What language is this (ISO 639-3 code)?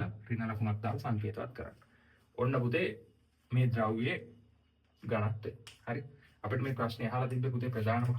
sin